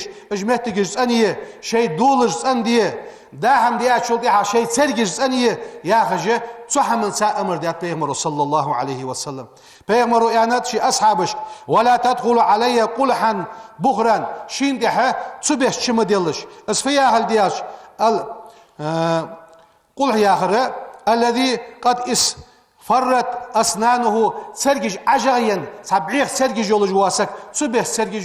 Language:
Ingush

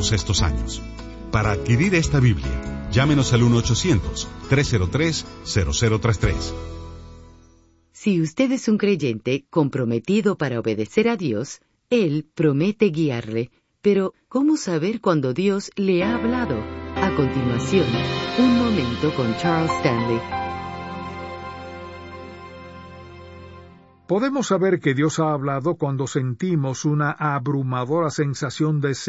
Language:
Spanish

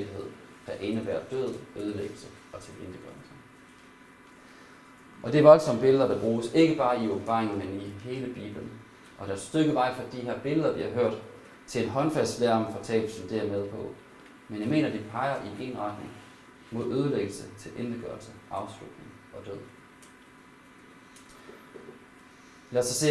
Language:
Danish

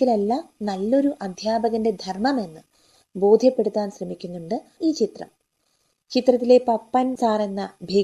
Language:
Malayalam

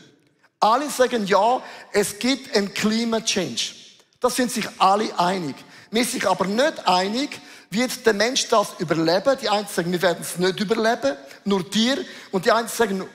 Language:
Swiss German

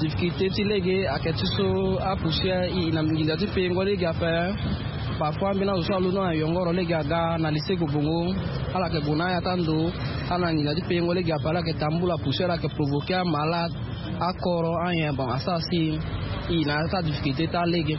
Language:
Sango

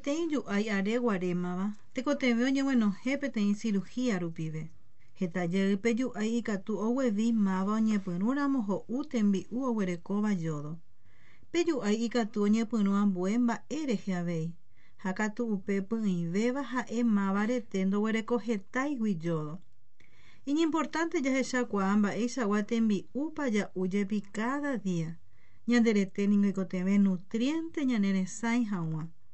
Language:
Guarani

